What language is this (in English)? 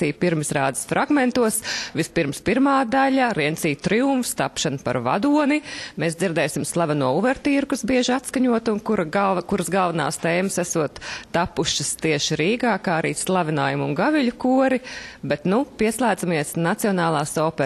Latvian